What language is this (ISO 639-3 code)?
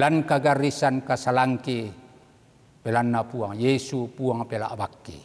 sda